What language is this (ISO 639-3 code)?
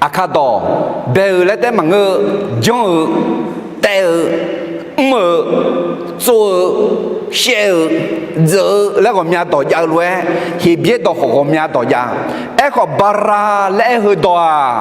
ahk